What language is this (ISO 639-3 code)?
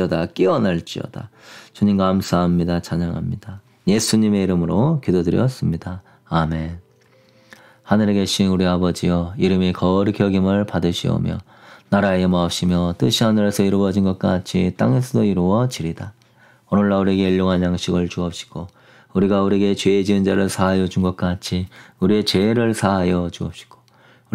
kor